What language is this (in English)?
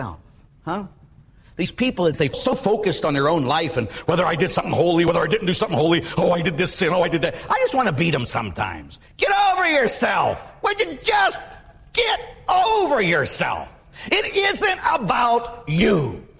English